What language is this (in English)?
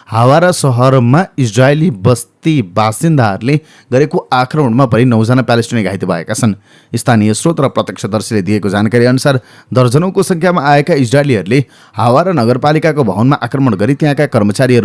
Nepali